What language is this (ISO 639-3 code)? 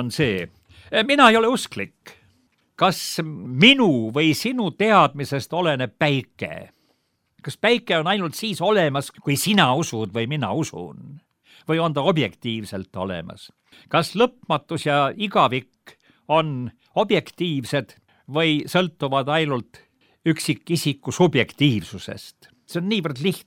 est